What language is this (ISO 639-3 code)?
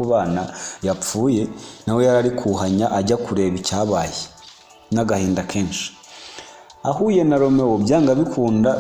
kin